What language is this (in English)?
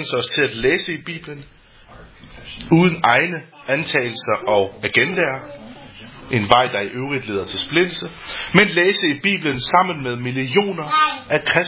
Danish